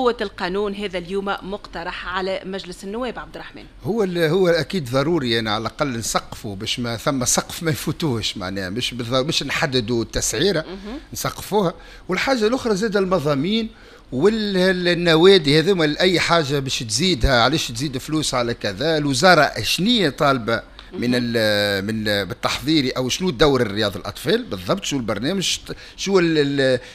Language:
Tunisian Arabic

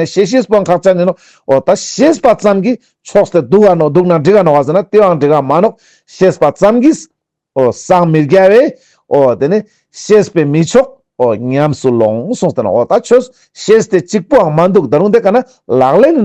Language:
Ladakhi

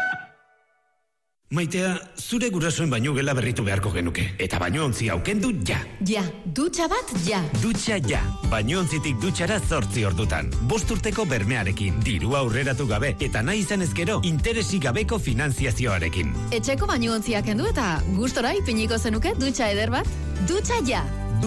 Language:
Basque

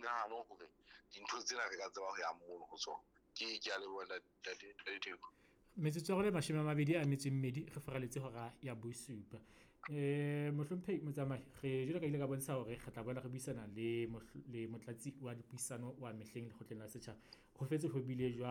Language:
Southern Sotho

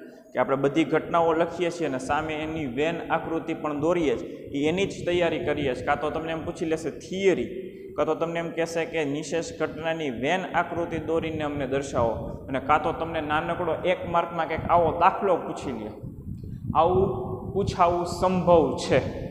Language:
Gujarati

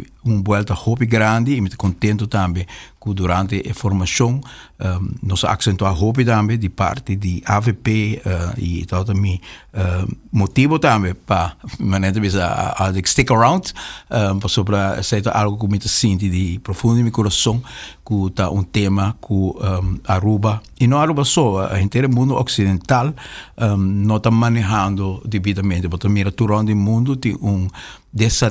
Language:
Papiamento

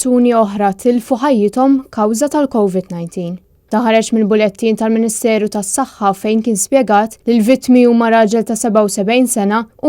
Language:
Maltese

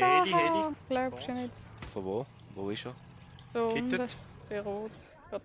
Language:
Swiss German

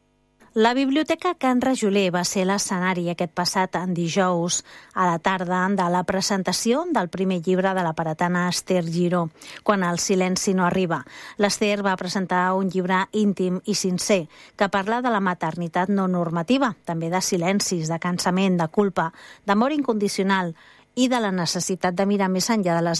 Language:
Catalan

